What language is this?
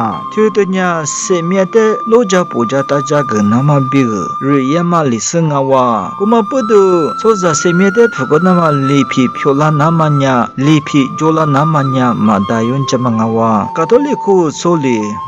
Lisu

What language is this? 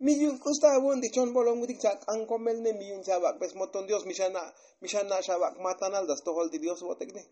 Tzotzil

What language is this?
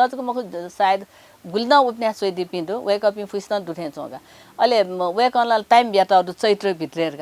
Newari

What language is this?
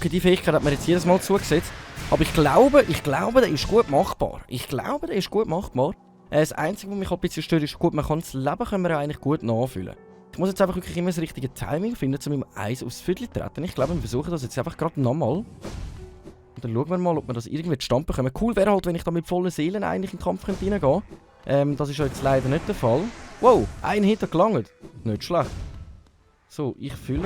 Swiss German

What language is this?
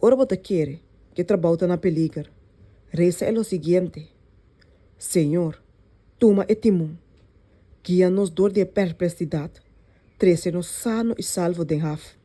Papiamento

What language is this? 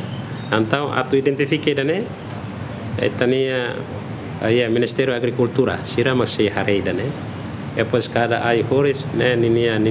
Tetum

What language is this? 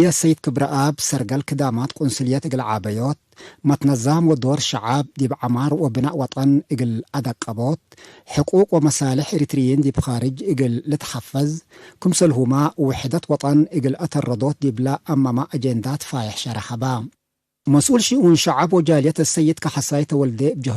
Tigre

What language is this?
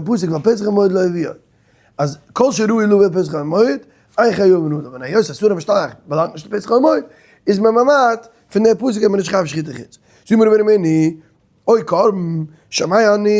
Yiddish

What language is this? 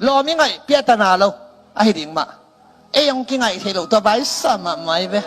Tedim Chin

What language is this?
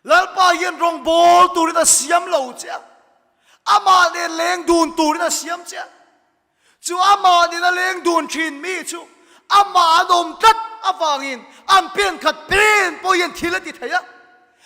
Mizo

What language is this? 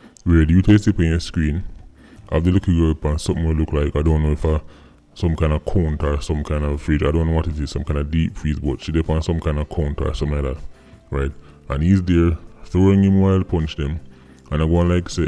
Jamaican Creole English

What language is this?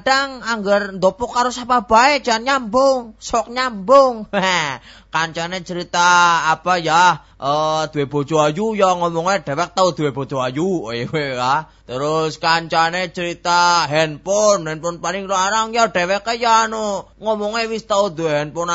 Javanese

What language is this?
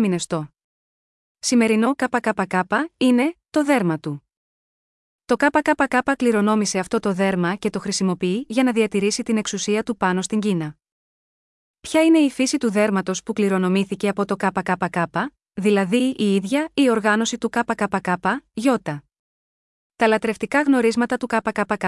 Greek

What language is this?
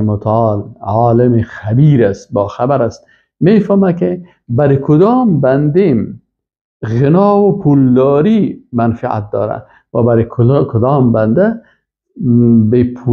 Persian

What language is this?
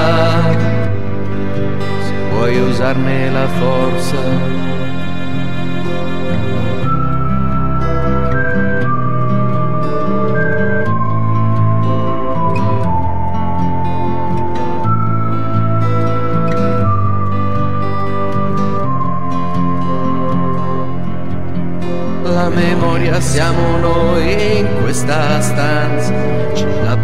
Italian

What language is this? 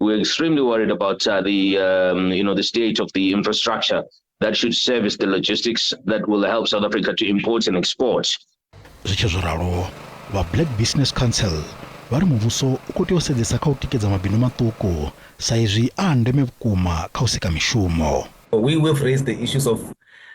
Venda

